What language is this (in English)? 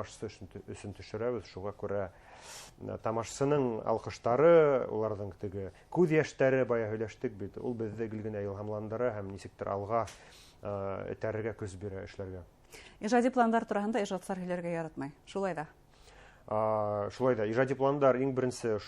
Bashkir